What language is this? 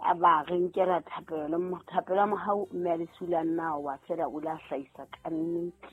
Southern Sotho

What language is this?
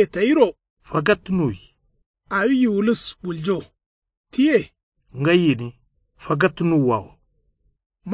Kanuri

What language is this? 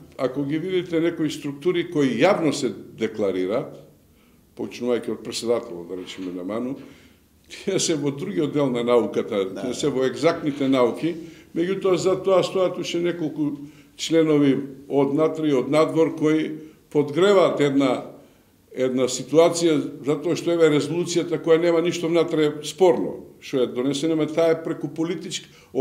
Macedonian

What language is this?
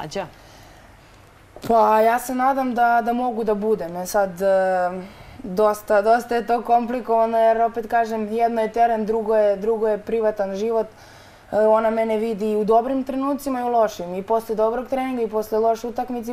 Serbian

